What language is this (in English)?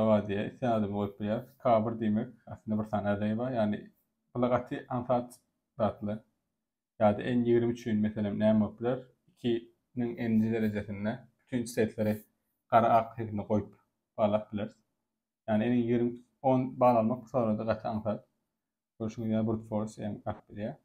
Turkmen